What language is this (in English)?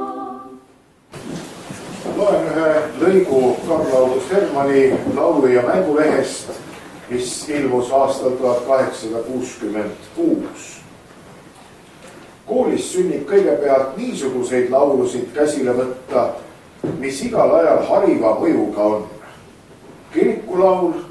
Estonian